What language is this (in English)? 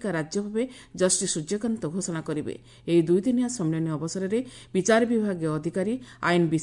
Odia